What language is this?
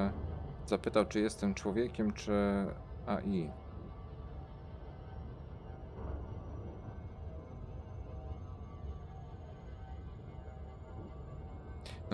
Polish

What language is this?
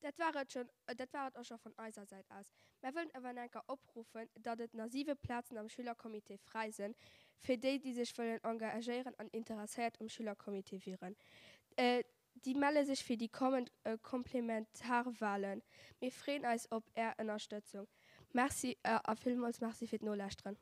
Luxembourgish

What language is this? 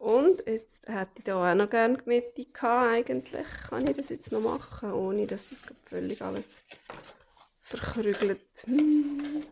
Swiss German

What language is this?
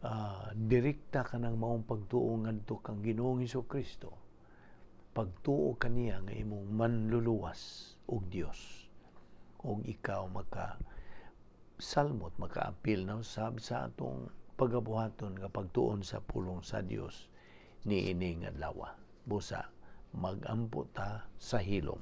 Cebuano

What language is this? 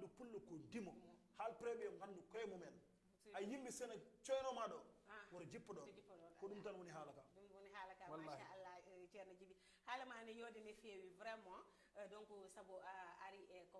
Fula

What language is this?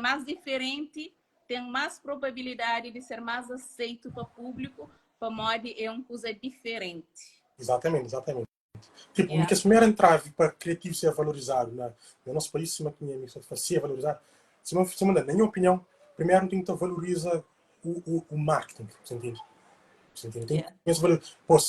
Kabuverdianu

